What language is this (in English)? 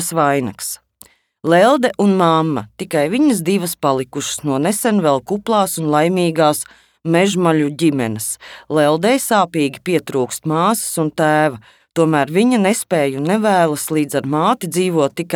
Latvian